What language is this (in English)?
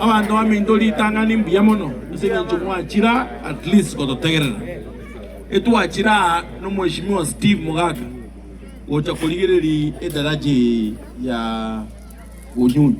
Gusii